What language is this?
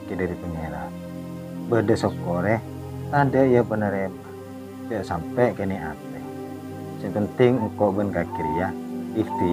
Madurese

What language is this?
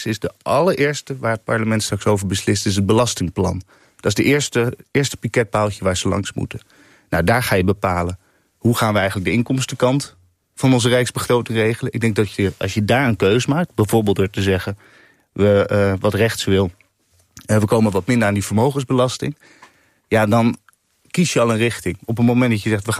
Dutch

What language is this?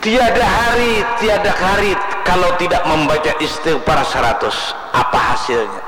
Banjar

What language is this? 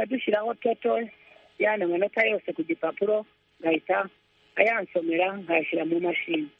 Kinyarwanda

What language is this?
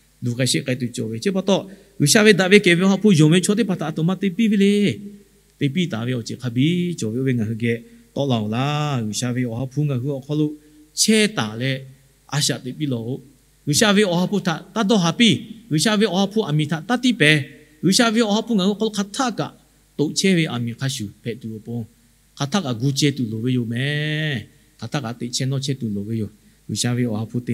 Lahu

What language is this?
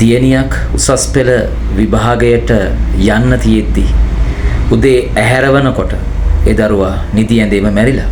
Sinhala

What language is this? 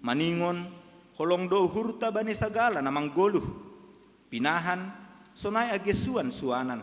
Batak Simalungun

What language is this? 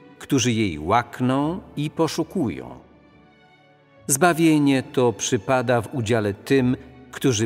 Polish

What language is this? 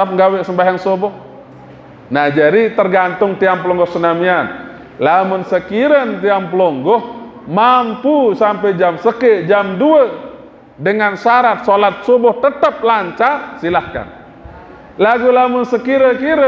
Sasak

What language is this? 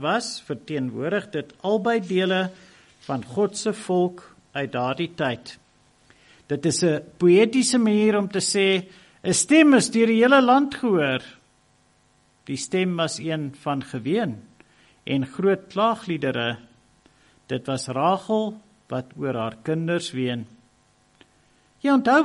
Afrikaans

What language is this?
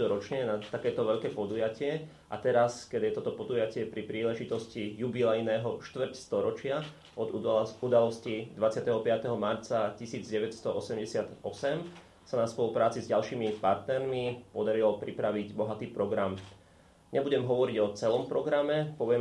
Slovak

